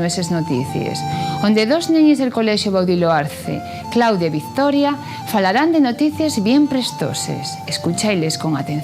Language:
Asturian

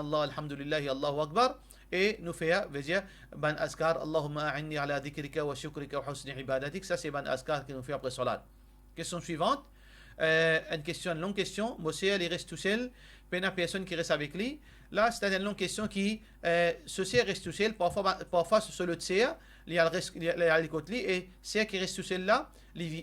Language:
Morisyen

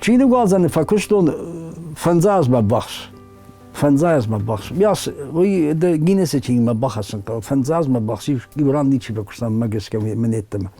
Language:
Ossetic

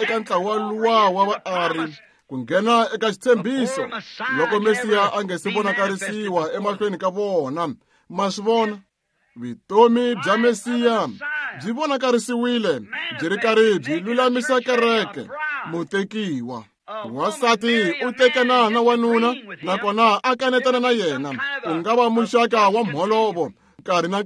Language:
Tsonga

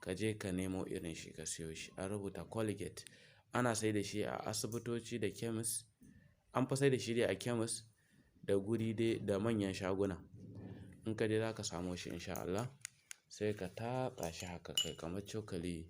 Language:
Hausa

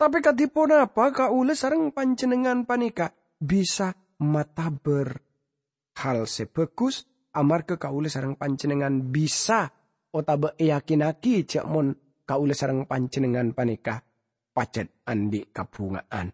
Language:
Madurese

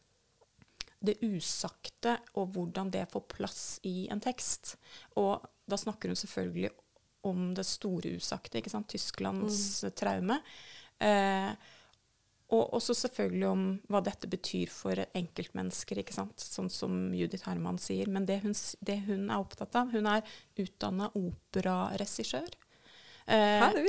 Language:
Norwegian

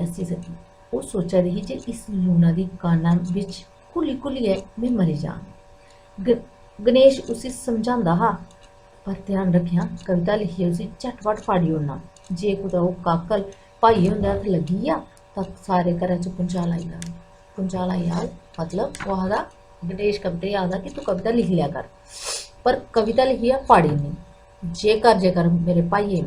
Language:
Dogri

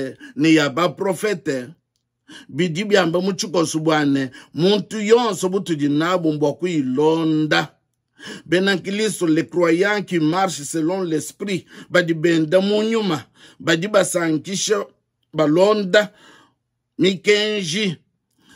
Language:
Luba-Lulua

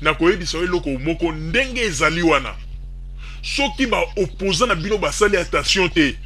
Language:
Lingala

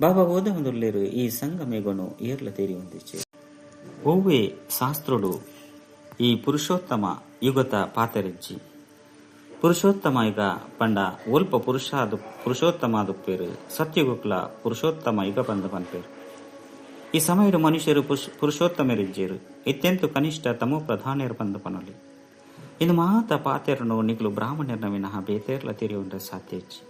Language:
Tulu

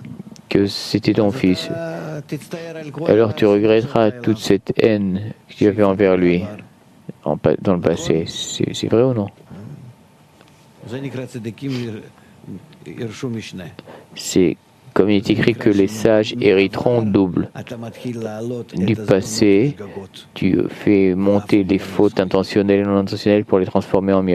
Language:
French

